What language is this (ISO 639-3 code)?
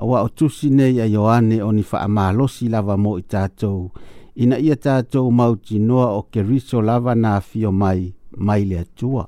smo